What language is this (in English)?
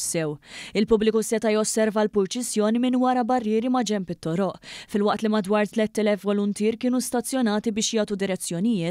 Maltese